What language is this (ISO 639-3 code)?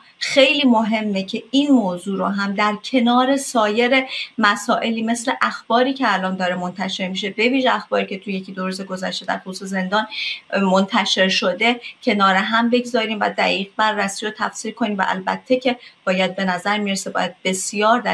fas